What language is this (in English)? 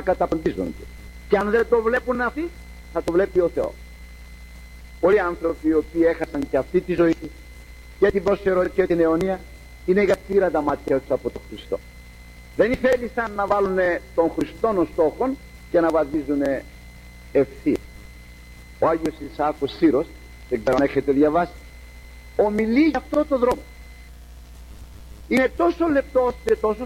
Greek